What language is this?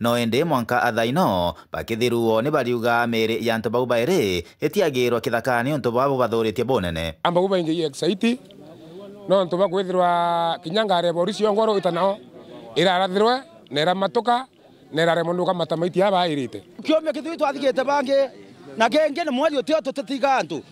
Meru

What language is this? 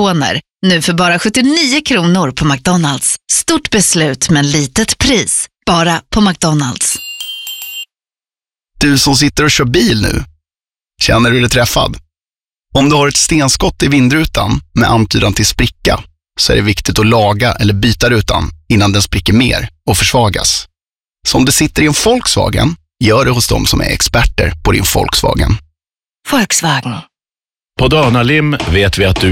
Swedish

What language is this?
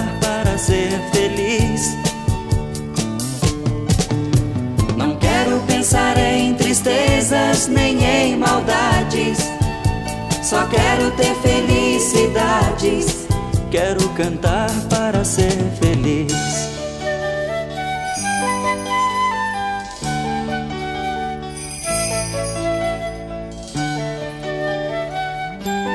Portuguese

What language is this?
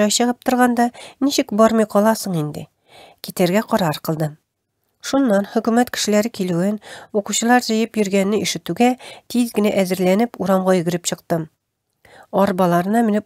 Tatar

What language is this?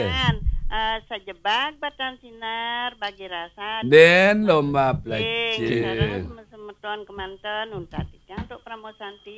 Balinese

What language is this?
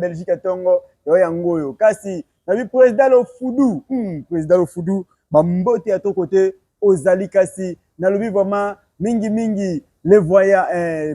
Lingala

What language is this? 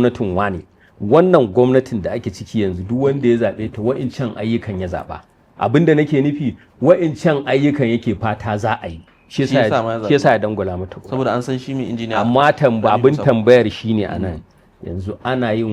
Hausa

